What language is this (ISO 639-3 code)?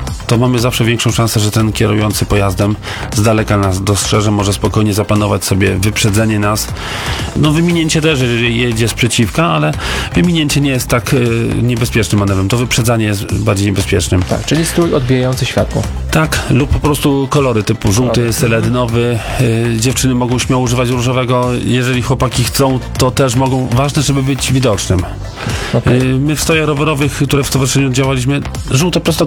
pol